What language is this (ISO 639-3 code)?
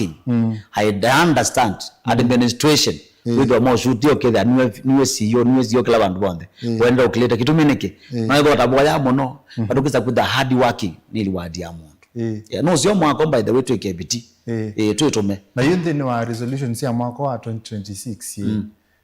kam